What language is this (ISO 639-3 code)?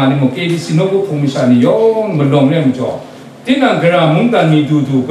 kac